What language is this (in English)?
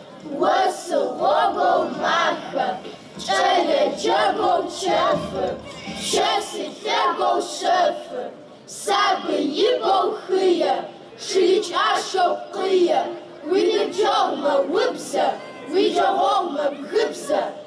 Kabardian